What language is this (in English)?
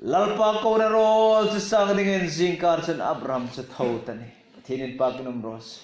Hmar